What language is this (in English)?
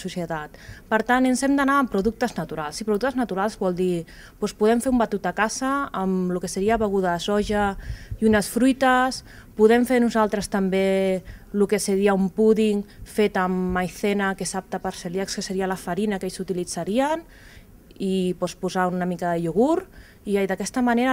Catalan